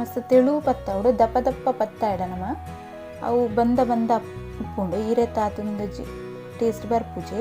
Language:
Tulu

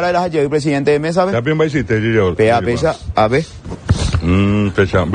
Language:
Guarani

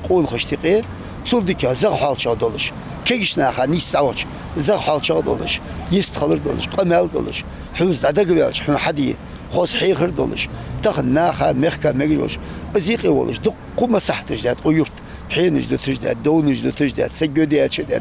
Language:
Ingush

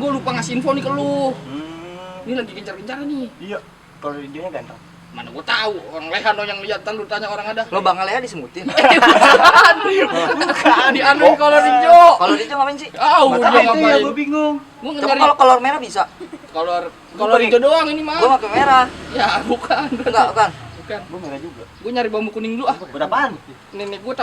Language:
Betawi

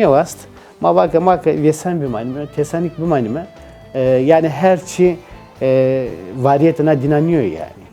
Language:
Zaza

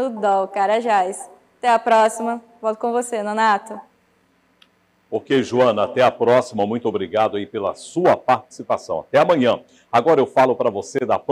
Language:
Portuguese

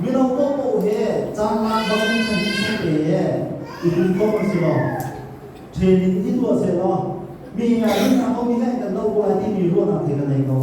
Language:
Hakha Chin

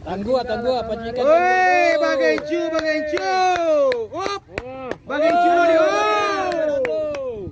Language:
Minangkabau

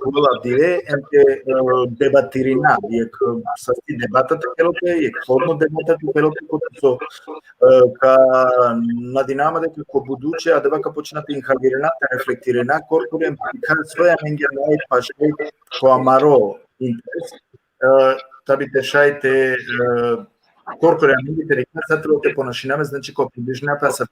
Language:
Balkan Romani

